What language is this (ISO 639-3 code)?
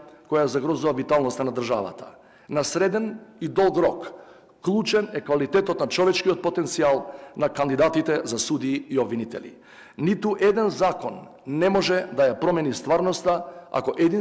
mkd